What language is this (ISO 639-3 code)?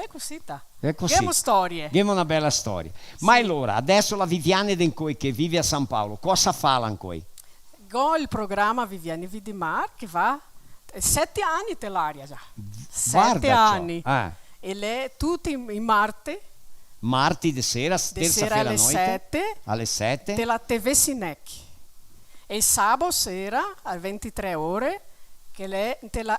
vec